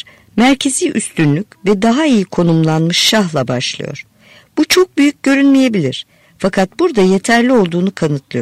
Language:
Turkish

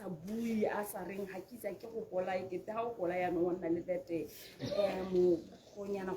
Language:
Tswana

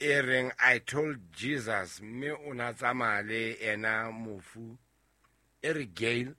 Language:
Southern Sotho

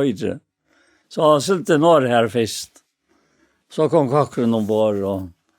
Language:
Faroese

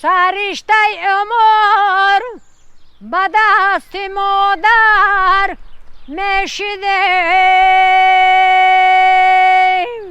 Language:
Tajik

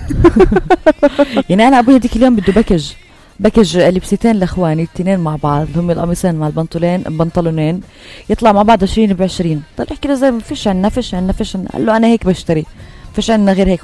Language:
North Levantine Arabic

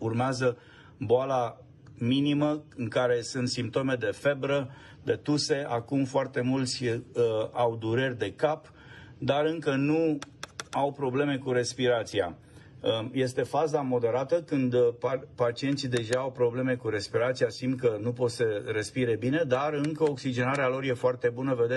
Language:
Romanian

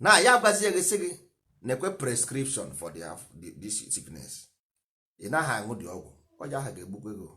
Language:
Igbo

